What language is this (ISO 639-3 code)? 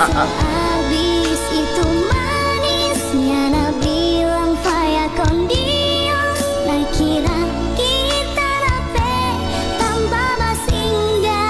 xmm